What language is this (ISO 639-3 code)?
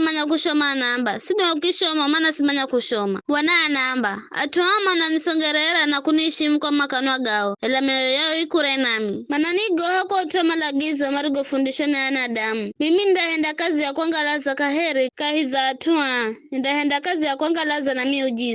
nyf